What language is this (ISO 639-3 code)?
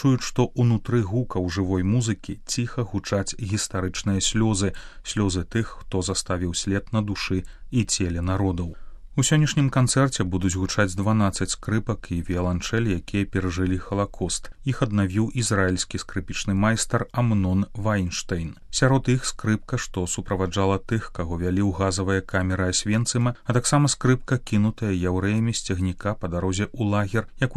bel